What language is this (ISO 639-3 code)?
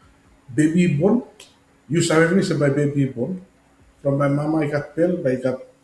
bis